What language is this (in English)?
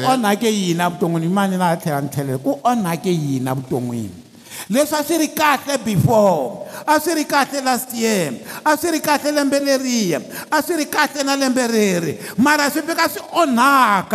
Tsonga